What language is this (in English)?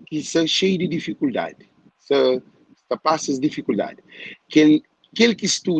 Kabuverdianu